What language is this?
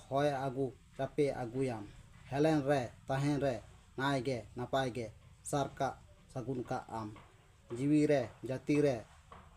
Santali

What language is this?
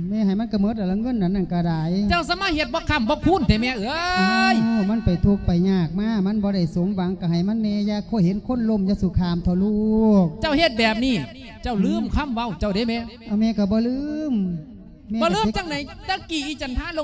Lao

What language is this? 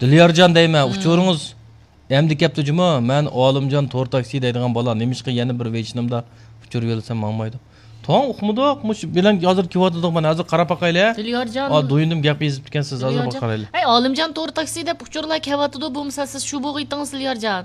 Uyghur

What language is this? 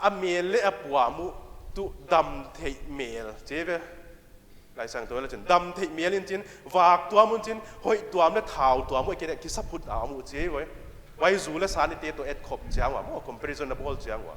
Paite Chin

